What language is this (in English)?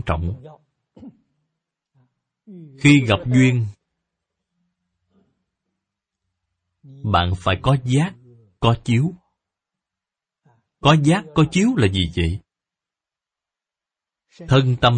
Vietnamese